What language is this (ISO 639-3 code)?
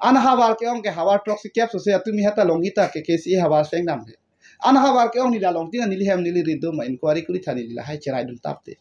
mjw